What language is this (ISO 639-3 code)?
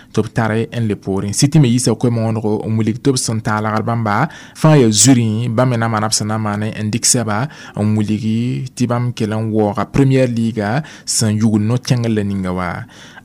mos